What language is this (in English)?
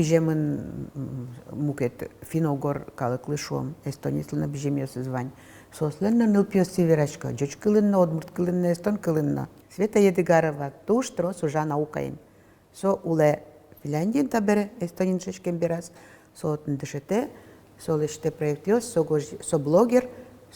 Udmurt